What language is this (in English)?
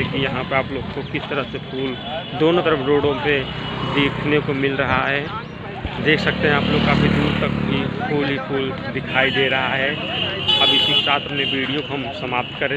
Hindi